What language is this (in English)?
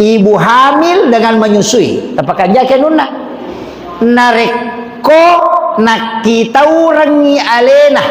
Buginese